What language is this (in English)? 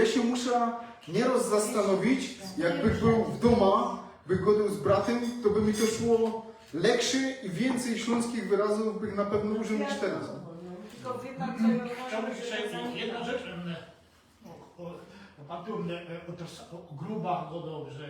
Silesian